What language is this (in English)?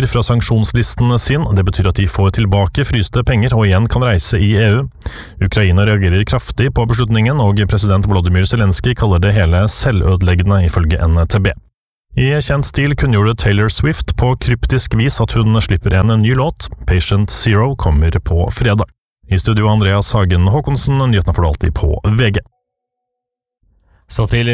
Norwegian